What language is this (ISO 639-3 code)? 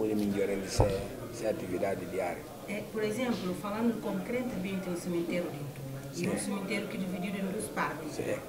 por